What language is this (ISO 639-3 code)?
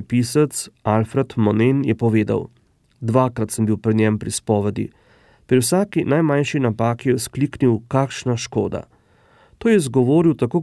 slv